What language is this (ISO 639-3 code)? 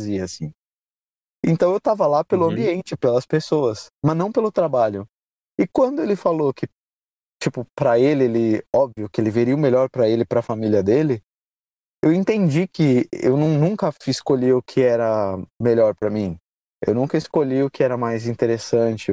por